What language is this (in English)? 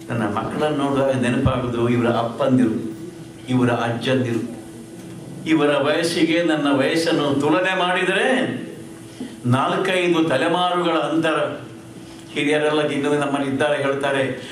Kannada